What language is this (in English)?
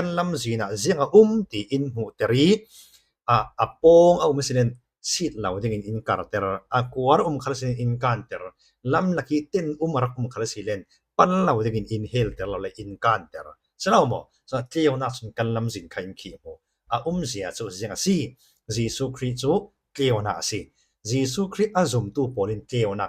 Falam Chin